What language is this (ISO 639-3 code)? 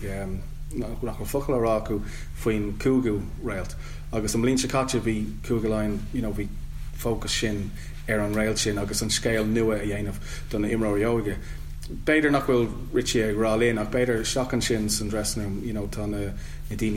gle